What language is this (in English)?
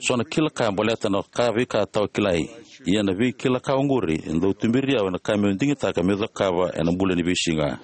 Fijian